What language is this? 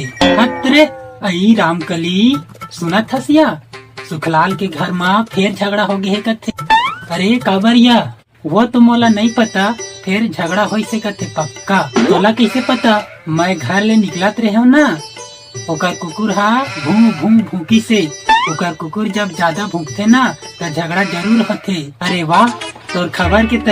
Chhattisgarhi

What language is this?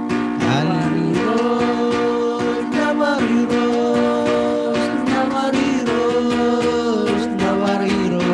Marshallese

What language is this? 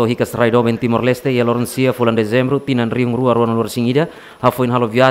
Tetum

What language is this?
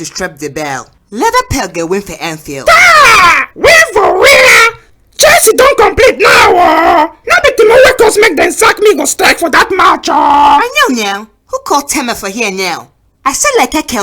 Nigerian Pidgin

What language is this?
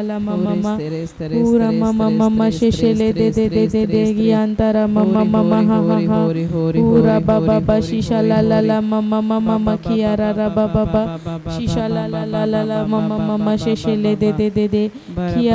Tem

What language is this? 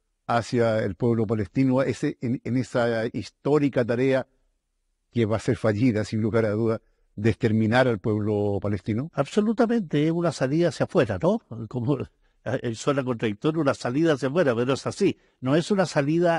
Spanish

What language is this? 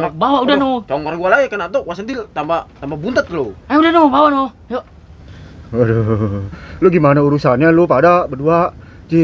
Betawi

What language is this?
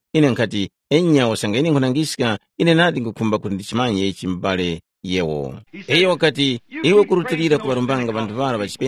Tumbuka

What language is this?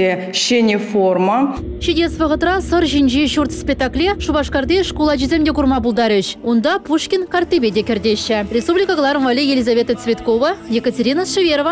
Chuvash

